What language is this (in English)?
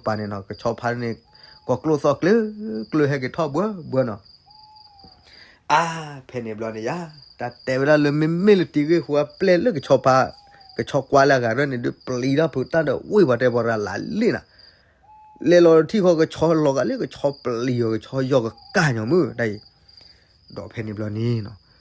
S'gaw Karen